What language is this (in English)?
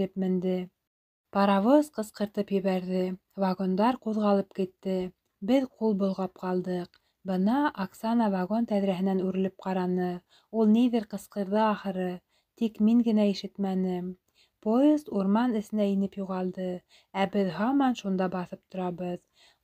Bashkir